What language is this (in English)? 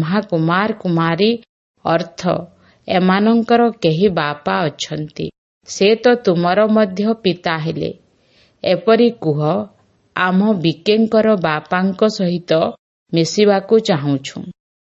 Odia